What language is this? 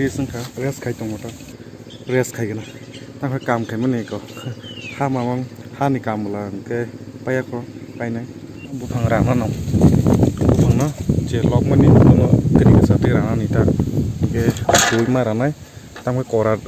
Kok Borok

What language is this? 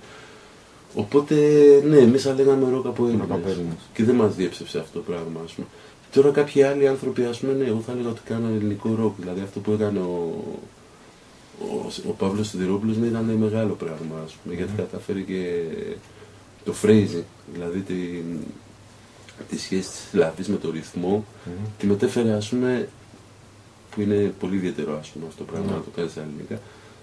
Greek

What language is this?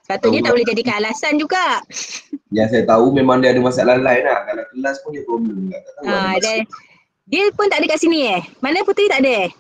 Malay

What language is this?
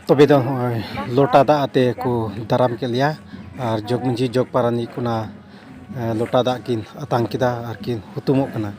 Santali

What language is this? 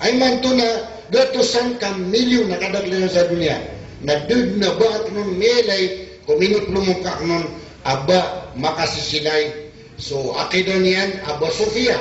Maranao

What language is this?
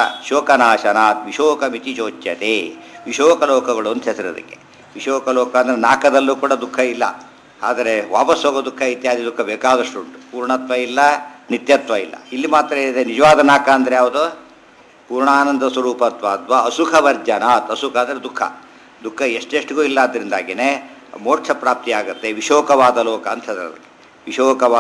Kannada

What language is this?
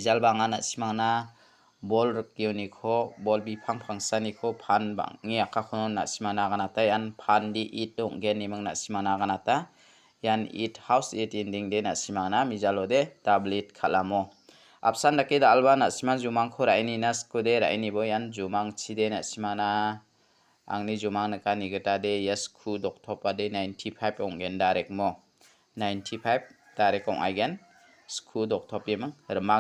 Garo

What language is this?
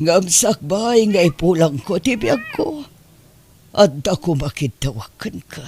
Iloko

